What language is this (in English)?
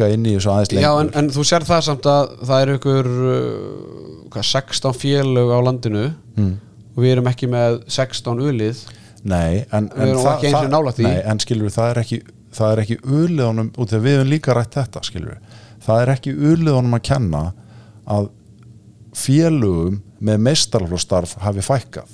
Icelandic